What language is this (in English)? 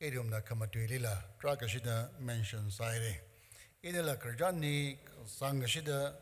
Tangkhul Naga (India)